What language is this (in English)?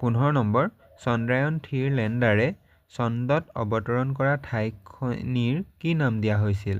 Assamese